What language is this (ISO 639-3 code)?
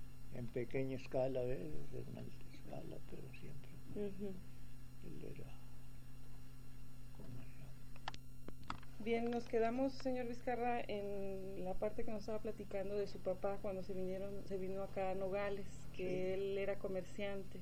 spa